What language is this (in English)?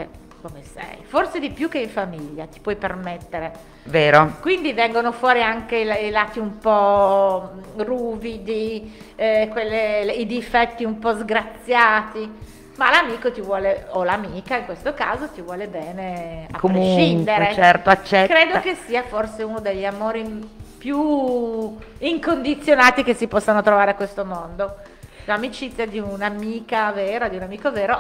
Italian